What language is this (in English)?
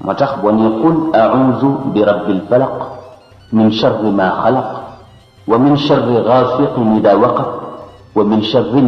Wolof